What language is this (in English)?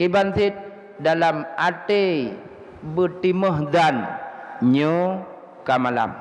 Achinese